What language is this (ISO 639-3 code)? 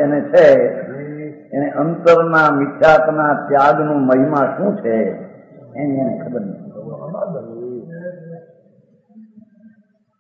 guj